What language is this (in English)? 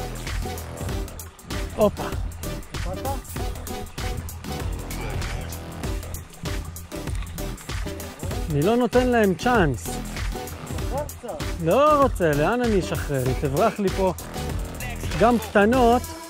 Hebrew